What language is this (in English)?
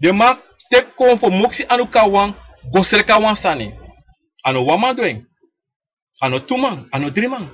Sranan Tongo